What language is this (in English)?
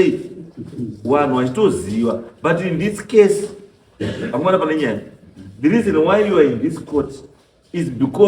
Shona